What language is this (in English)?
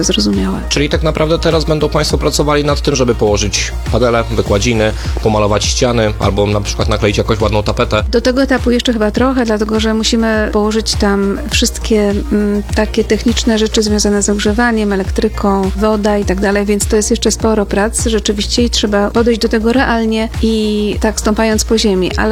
Polish